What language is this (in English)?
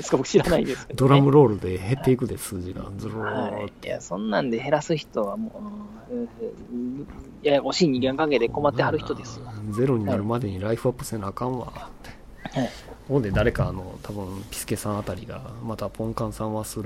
Japanese